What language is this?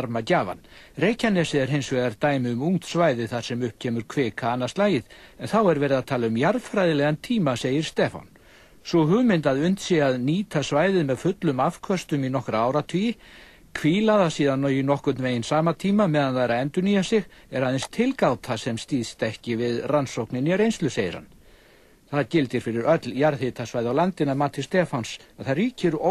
Icelandic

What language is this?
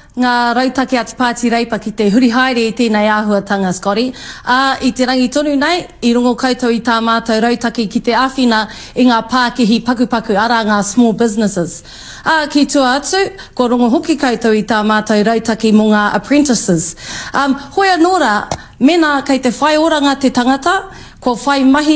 Māori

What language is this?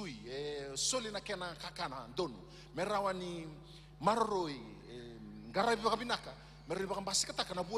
Fijian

